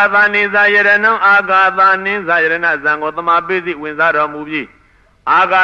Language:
Burmese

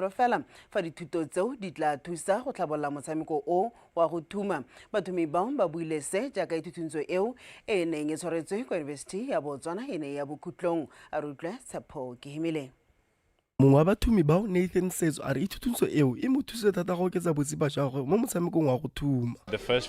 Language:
Tswana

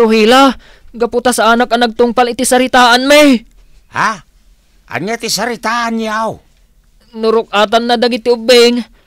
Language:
Iloko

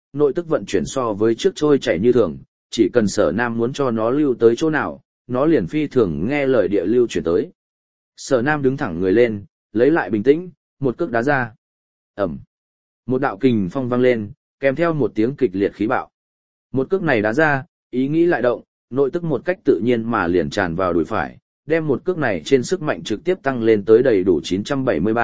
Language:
Vietnamese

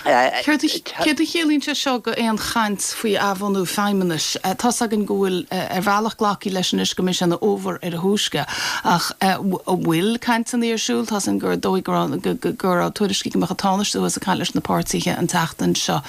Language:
Irish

